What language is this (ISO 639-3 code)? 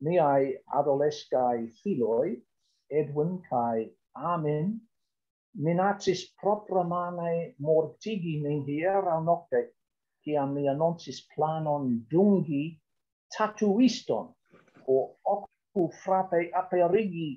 epo